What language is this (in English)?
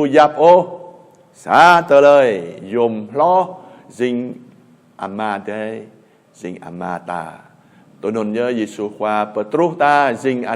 Jarai